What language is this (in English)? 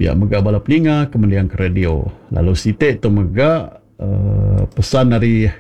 Iban